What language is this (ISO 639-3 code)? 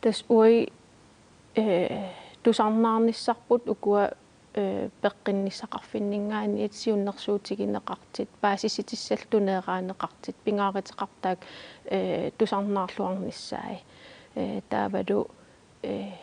kal